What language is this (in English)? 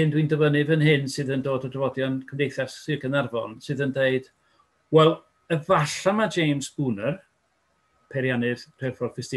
Welsh